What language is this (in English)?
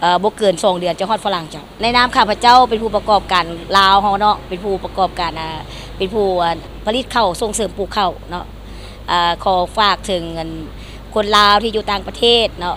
Lao